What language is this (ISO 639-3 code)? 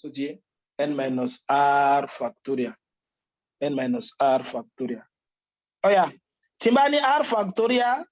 yor